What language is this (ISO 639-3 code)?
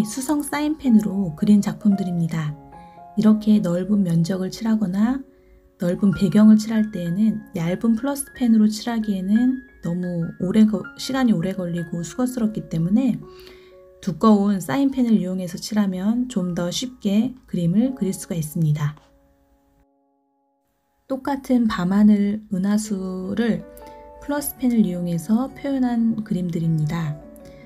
kor